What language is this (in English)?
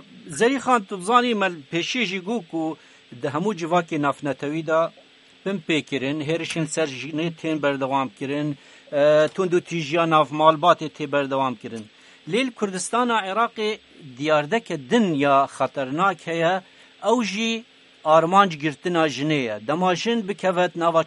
Kurdish